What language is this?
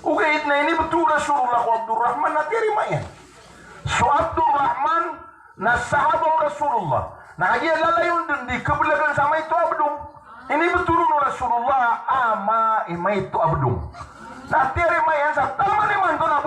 Maranao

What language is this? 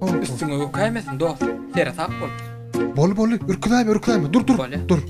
Turkmen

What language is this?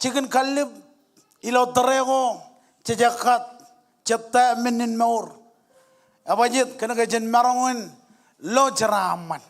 Marshallese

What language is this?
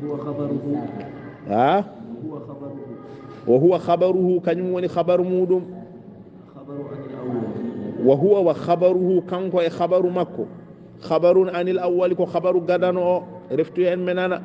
Fula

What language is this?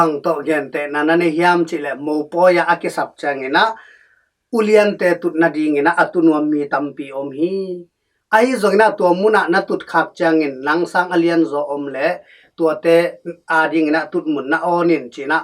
Tedim Chin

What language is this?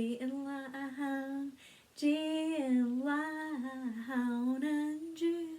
Scottish Gaelic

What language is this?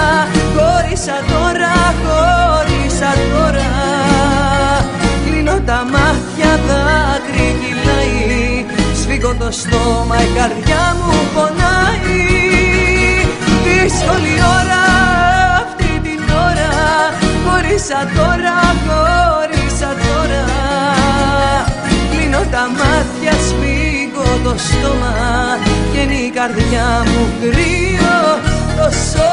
Greek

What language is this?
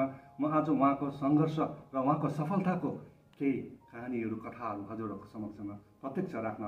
Nepali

